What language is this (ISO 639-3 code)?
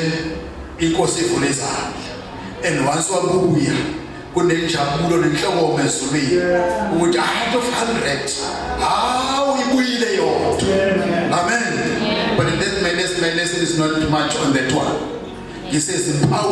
zul